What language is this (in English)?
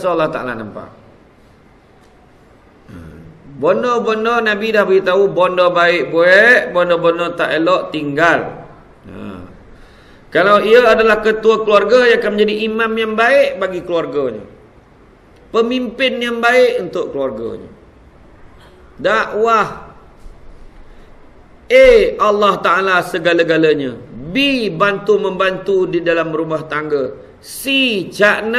Malay